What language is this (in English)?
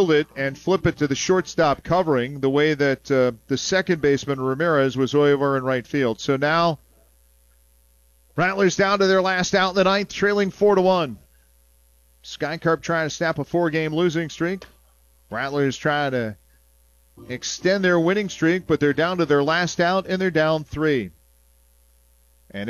English